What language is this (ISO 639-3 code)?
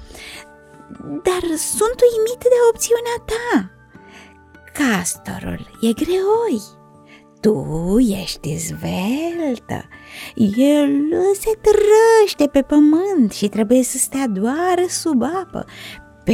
ron